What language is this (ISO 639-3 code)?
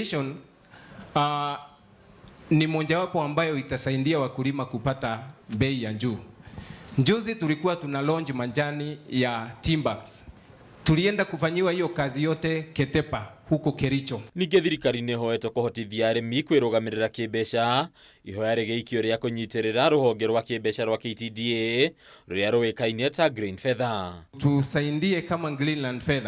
kik